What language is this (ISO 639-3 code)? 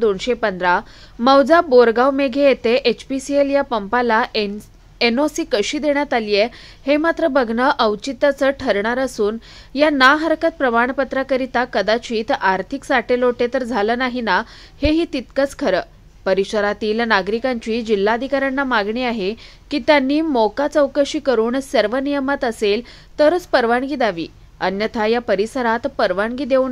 mar